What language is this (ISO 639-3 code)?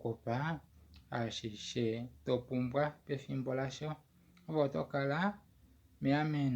kua